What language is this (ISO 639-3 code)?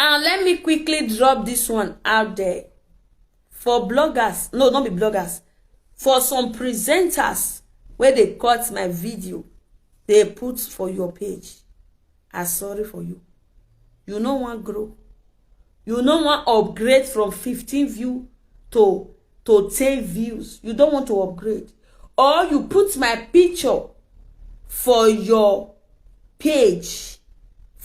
pcm